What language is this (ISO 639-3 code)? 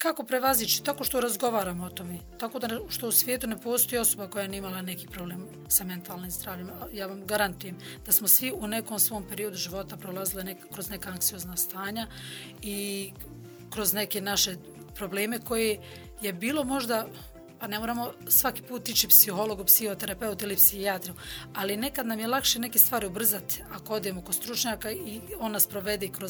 bos